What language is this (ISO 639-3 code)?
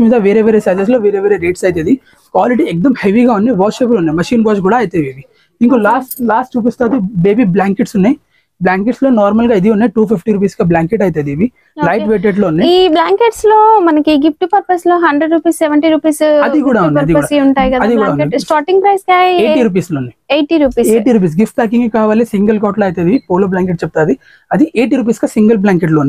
tel